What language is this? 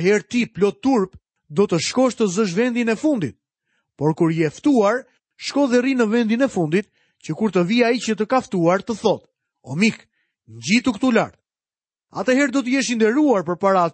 Albanian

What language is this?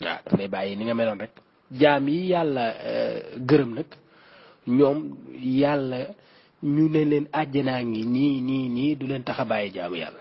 Wolof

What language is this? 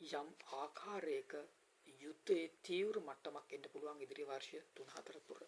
Sinhala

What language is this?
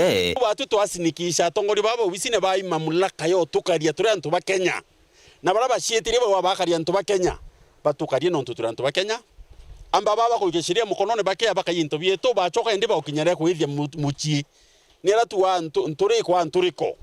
Meru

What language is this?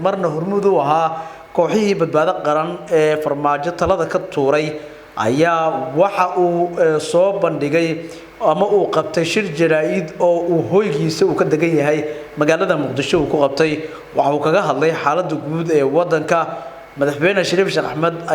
Somali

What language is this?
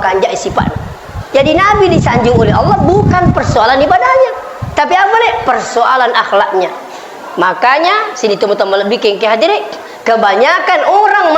Buginese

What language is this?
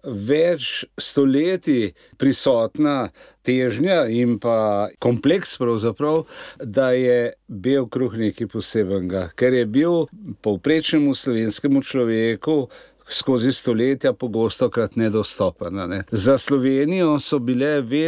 Slovenian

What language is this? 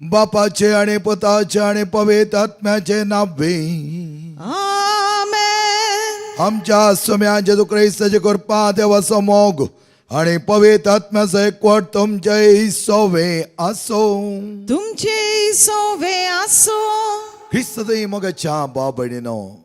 Konkani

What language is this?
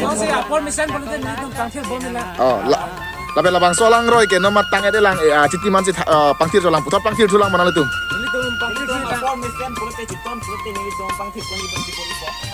Karbi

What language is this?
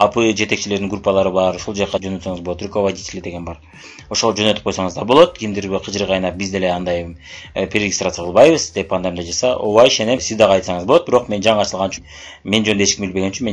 Kyrgyz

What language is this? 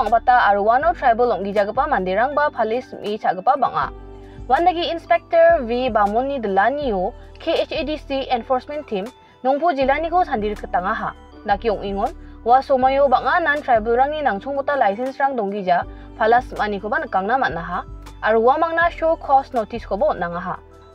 Garo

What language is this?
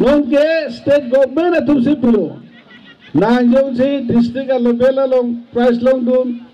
Karbi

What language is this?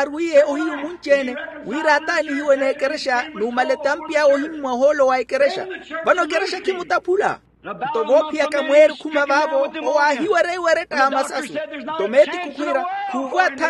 Makhuwa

